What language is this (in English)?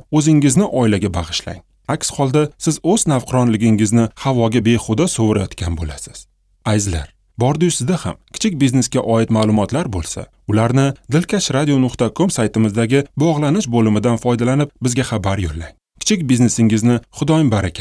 Uzbek